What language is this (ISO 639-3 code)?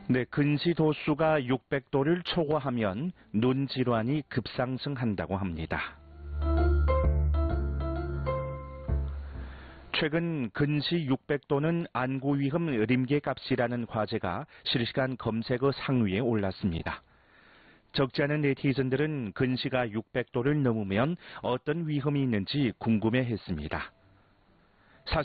kor